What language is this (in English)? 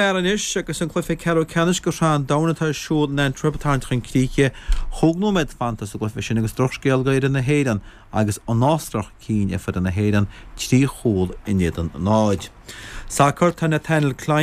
Irish